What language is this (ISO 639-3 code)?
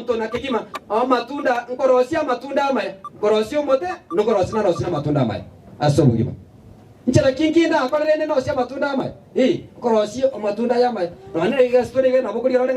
guz